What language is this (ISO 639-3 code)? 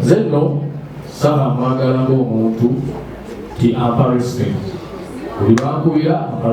lug